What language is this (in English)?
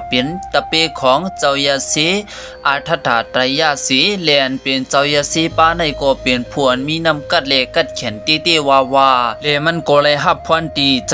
Shan